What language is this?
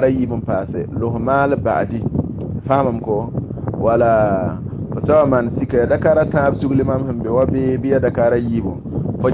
Mossi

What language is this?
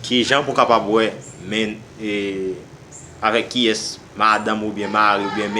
Haitian Creole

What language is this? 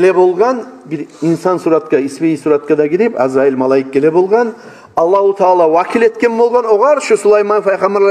Kumyk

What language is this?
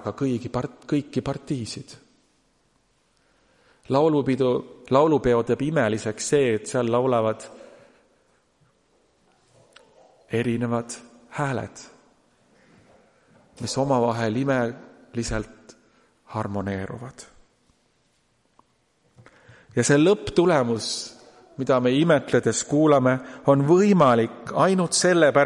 Estonian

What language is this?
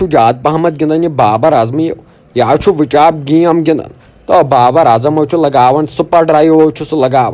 Kashmiri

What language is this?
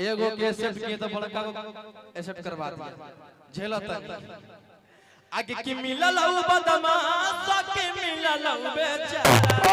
Magahi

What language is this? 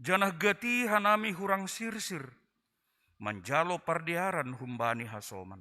Batak Simalungun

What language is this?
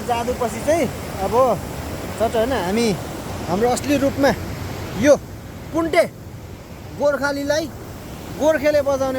Nepali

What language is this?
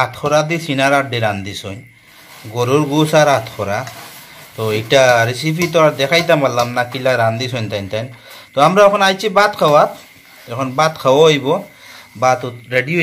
Sylheti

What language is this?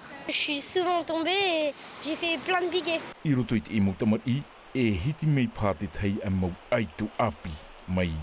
Tahitian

